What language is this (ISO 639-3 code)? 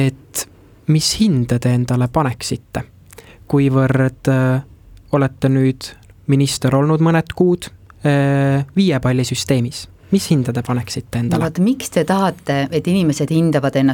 est